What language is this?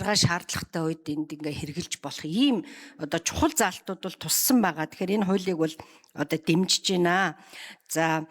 Mongolian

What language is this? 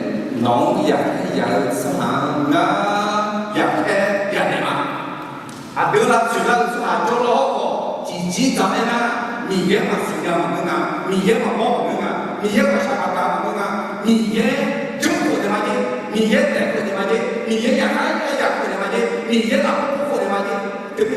Akha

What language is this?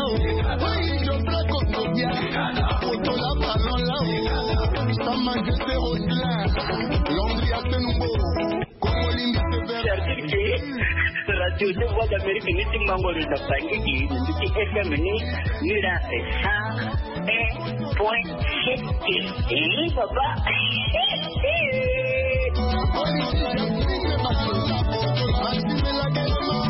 Sango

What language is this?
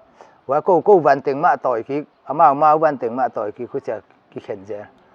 Paite Chin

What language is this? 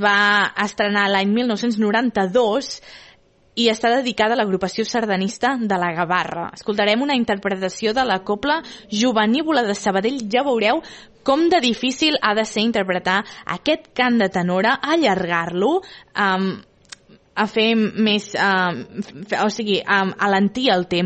Catalan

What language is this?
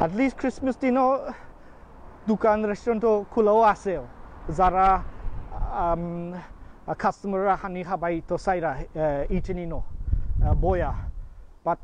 Sylheti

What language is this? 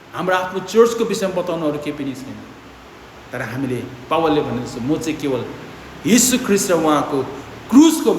Nepali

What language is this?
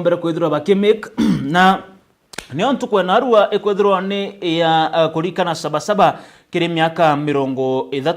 Meru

